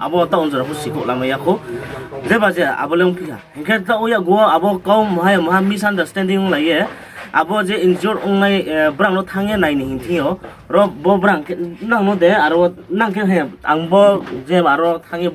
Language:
Riang (India)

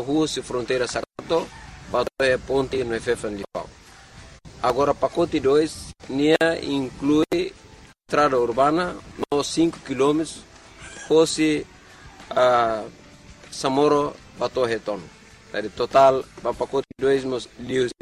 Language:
Tetum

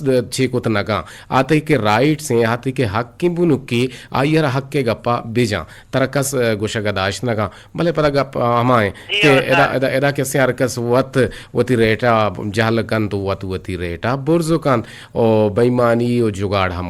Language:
Eastern Balochi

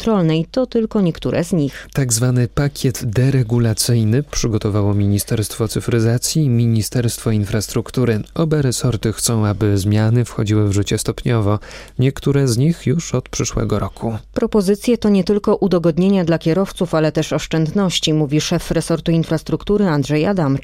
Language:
Polish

